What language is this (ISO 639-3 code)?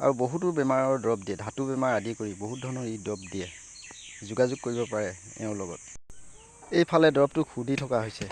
asm